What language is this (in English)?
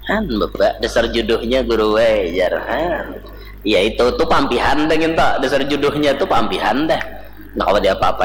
Banjar